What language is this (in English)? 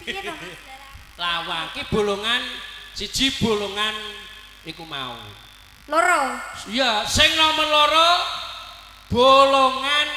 Javanese